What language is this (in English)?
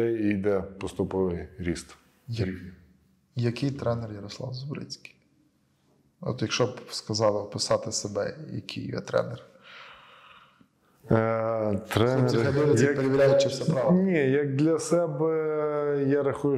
Ukrainian